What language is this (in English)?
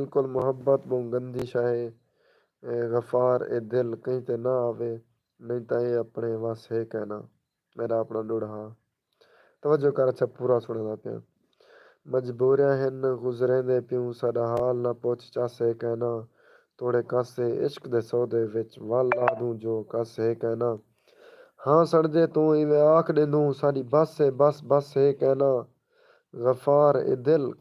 Saraiki